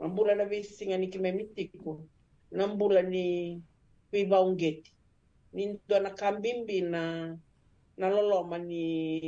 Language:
Fijian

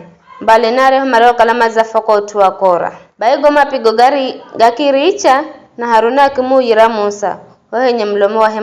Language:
Giryama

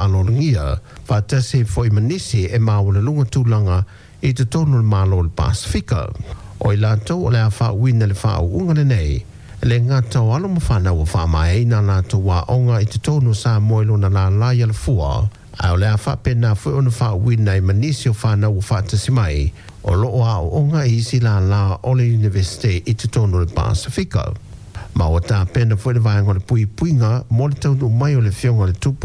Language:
Samoan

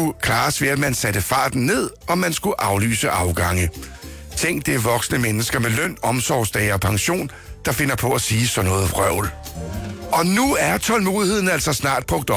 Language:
Danish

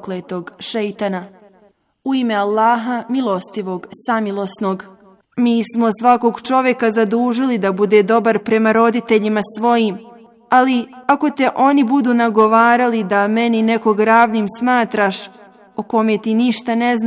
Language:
Bosnian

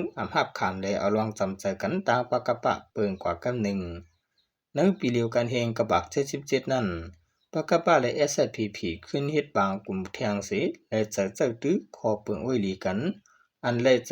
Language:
Shan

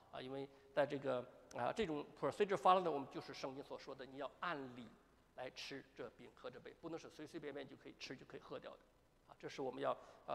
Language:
Chinese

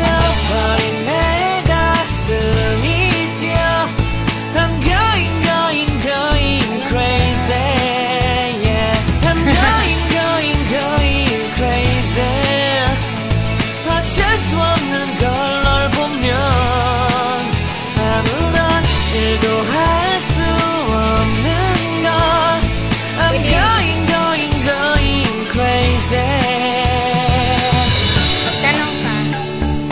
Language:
Korean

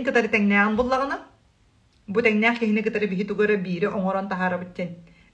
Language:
Yakut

